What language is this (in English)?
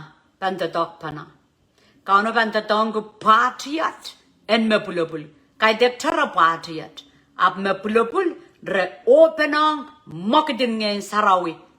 Pohnpeian